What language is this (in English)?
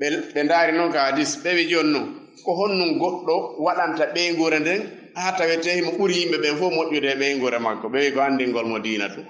Fula